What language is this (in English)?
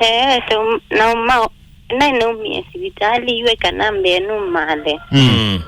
Kamba